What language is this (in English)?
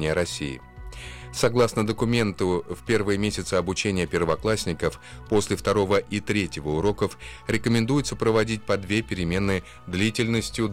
Russian